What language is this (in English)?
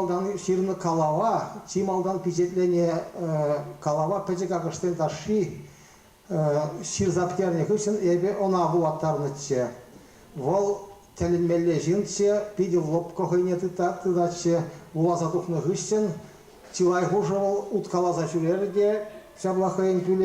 Chuvash